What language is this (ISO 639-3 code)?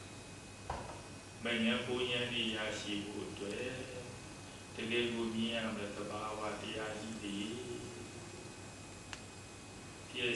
mya